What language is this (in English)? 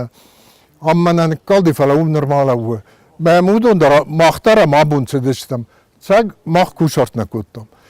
Ossetic